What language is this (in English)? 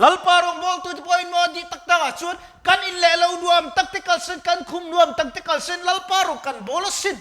Mizo